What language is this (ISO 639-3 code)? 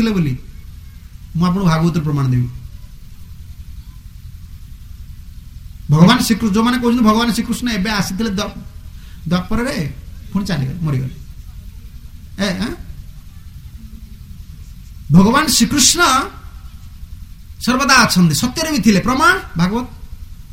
ori